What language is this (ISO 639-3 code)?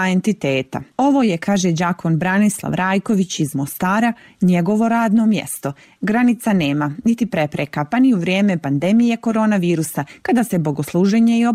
bos